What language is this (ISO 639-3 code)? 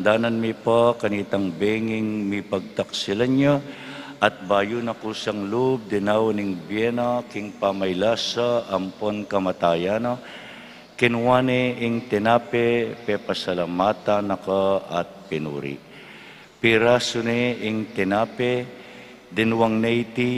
pam